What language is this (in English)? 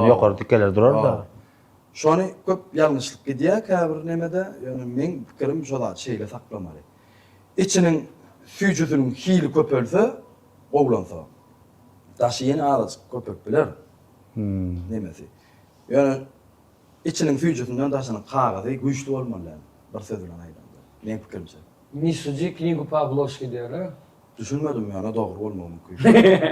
Turkmen